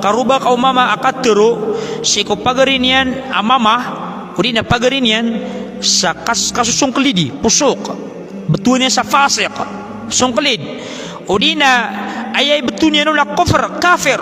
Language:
Maranao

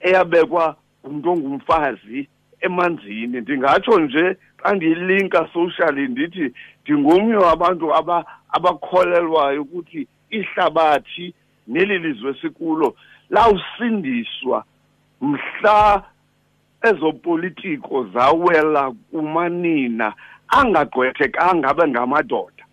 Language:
Xhosa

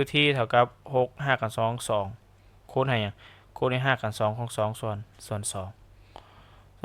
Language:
Lao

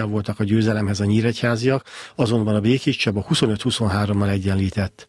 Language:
Hungarian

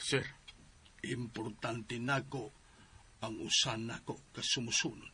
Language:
Cebuano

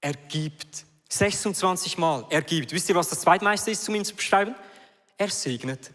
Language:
Swiss German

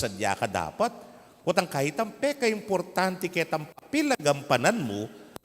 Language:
Pampanga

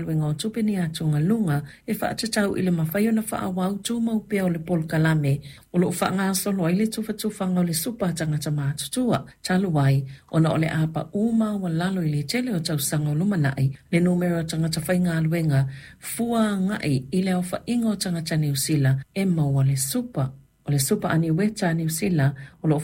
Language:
Samoan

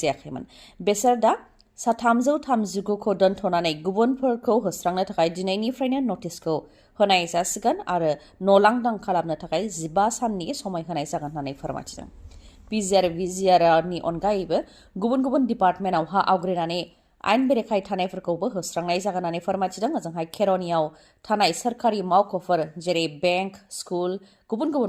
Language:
Bodo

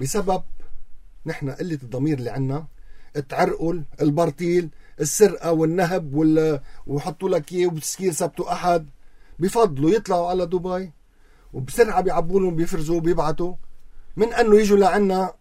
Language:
North Levantine Arabic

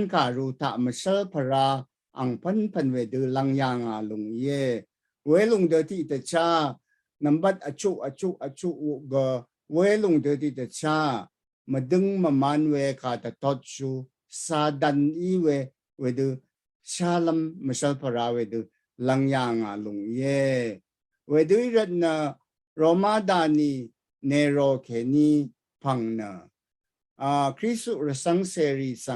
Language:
Rawang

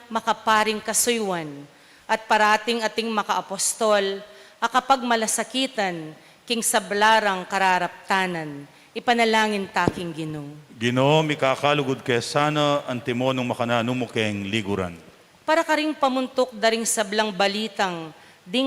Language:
Pampanga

